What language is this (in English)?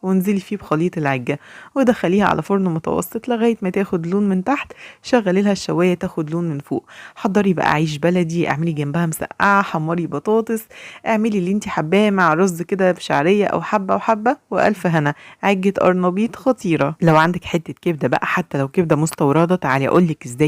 Egyptian Arabic